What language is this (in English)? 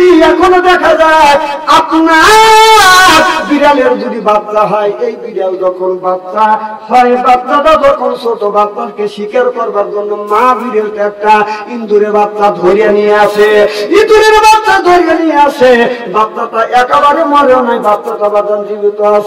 Bangla